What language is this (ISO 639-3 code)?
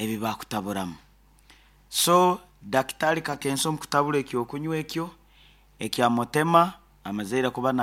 nyn